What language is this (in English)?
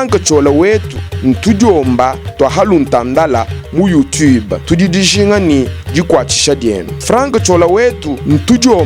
Luba-Lulua